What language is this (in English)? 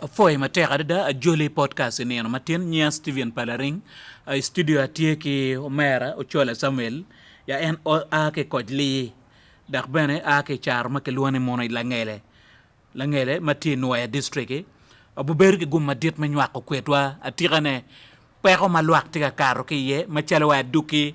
Acoli